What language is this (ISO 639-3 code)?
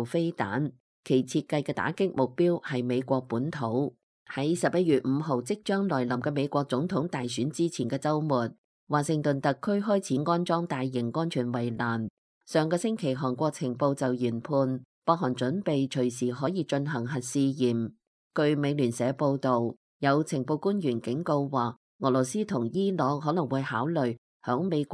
yue